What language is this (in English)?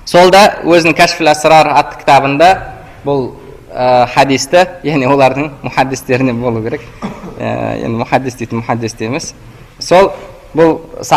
Kazakh